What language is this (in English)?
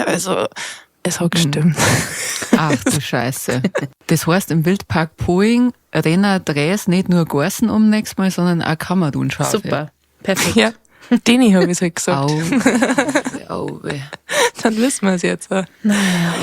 Bavarian